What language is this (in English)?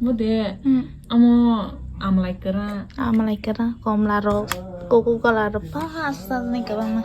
Kok Borok